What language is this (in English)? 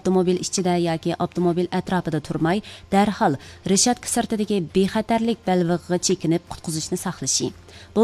Uyghur